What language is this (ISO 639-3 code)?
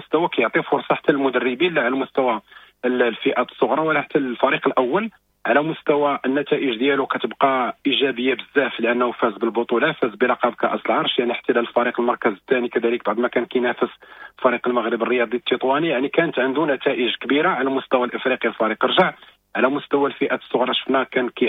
ary